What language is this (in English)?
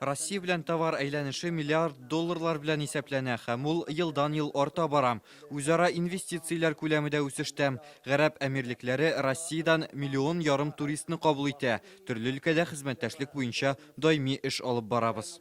Tatar